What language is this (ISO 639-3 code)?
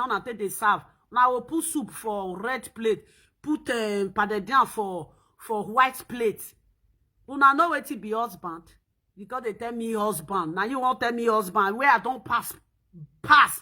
pcm